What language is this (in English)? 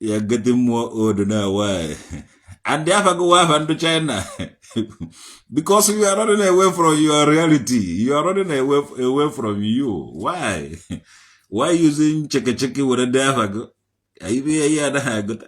Igbo